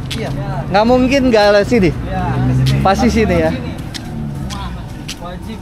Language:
Indonesian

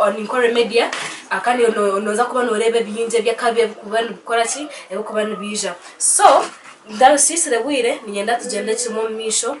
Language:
Nyankole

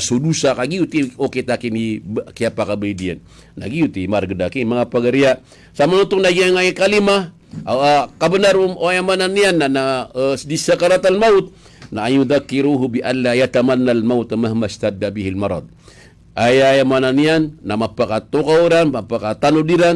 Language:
Maranao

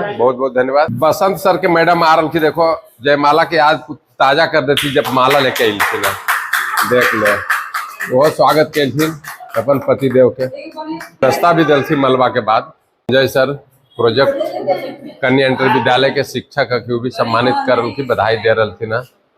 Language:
Magahi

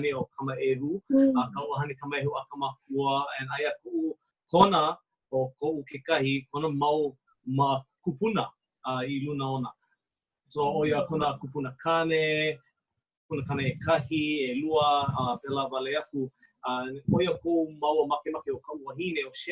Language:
Hawaiian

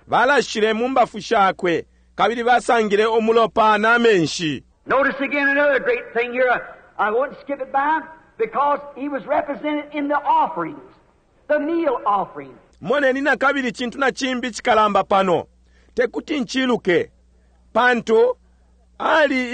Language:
Bemba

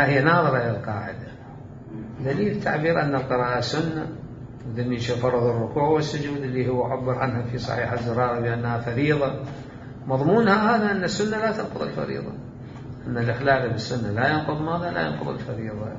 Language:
Mesopotamian Arabic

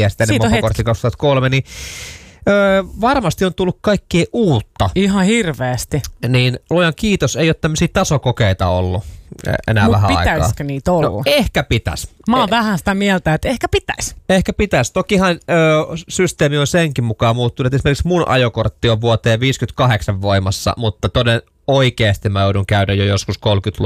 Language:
Finnish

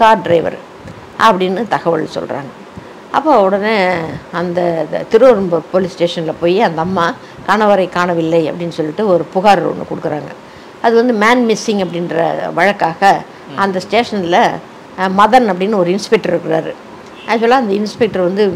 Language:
Tamil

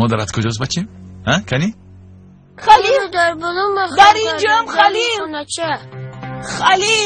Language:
Tajik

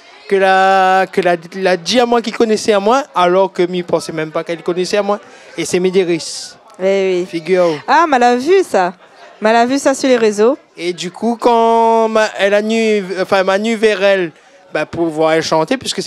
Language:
Réunion Creole French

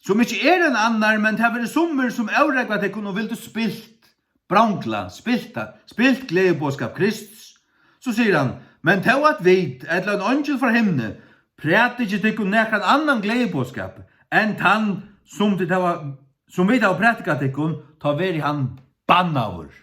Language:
Faroese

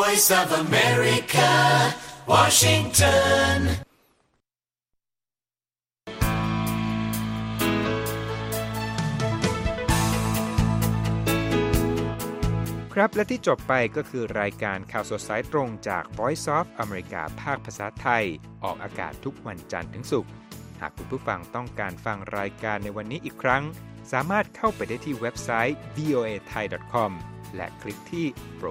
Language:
Thai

